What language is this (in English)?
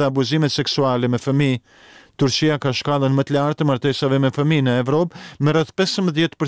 Albanian